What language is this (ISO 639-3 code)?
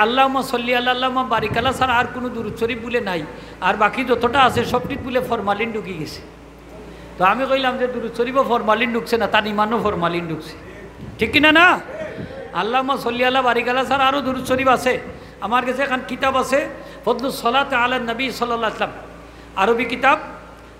syl